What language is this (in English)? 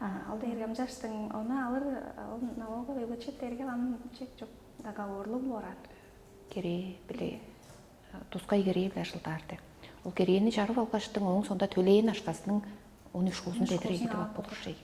Tuvinian